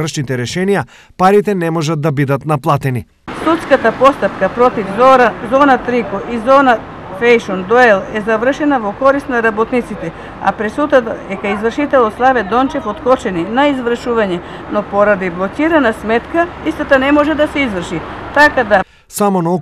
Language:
Macedonian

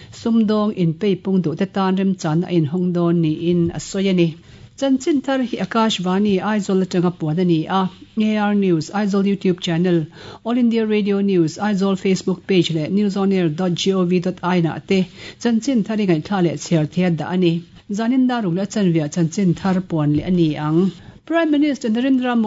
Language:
Mizo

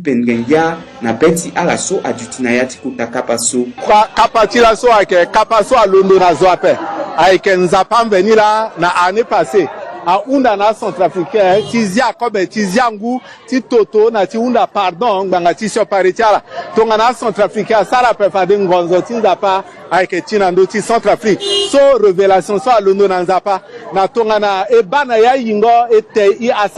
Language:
Sango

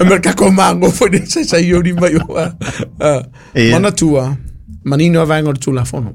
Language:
Samoan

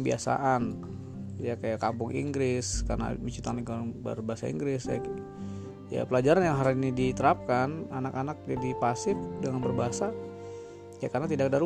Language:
Indonesian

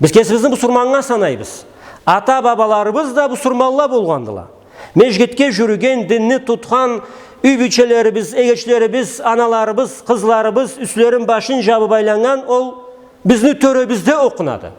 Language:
Karachay-Balkar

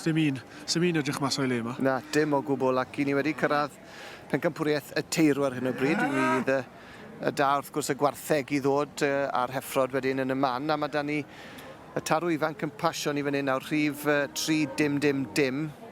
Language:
Welsh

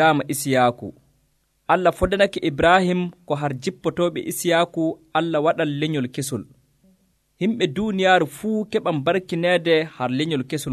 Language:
Nigerian Fulfulde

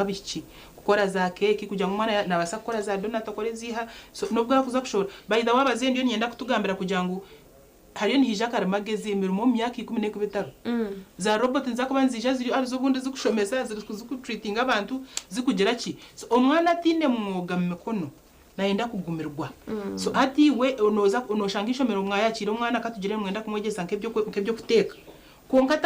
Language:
Nyankole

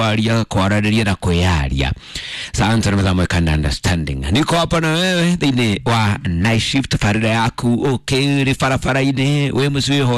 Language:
Kikuyu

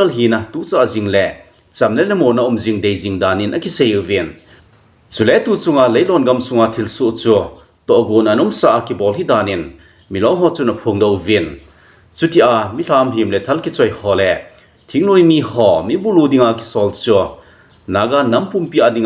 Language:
Thado Chin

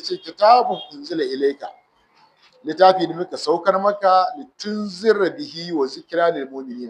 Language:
Hausa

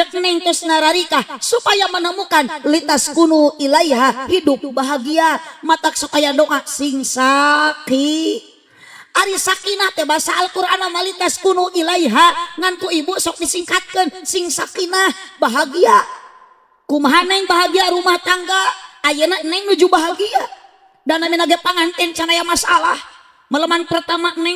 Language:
Sundanese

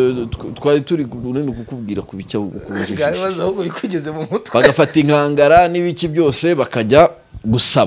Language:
Kinyarwanda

